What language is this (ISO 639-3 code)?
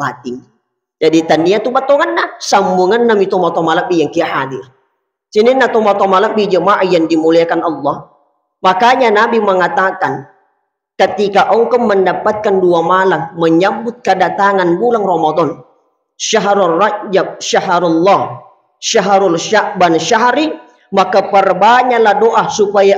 bug